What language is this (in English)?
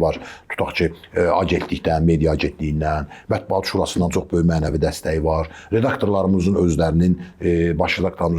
Azerbaijani